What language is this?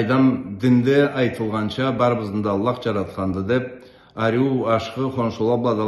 Karachay-Balkar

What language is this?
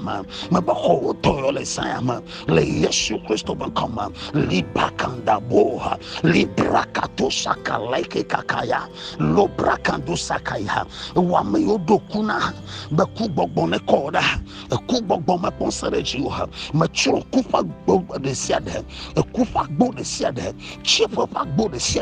Ewe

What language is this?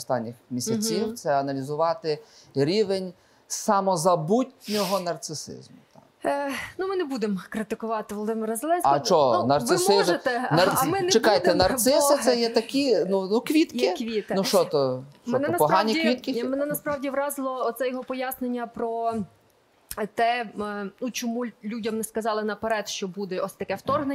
Ukrainian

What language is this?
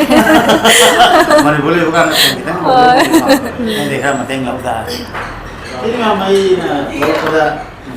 Manipuri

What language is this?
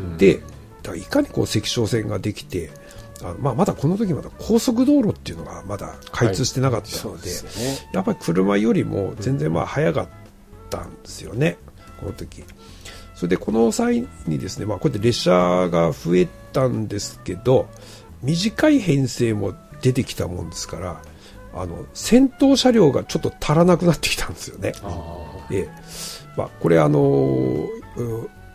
Japanese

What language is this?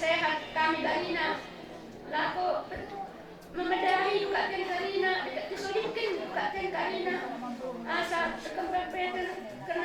Batak Karo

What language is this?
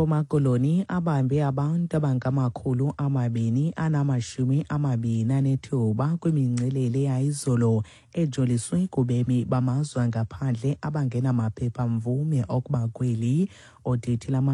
Xhosa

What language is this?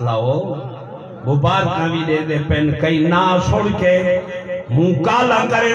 Saraiki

